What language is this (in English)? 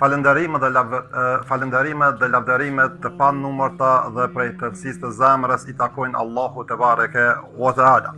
Albanian